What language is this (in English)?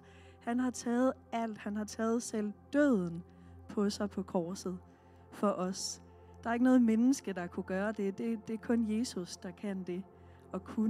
Danish